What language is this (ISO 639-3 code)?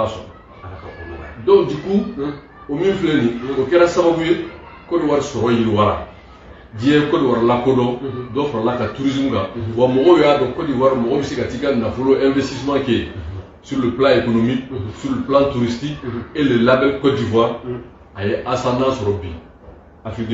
bam